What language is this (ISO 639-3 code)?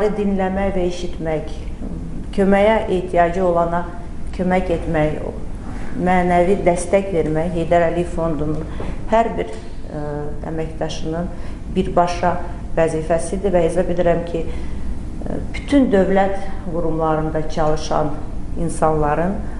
aze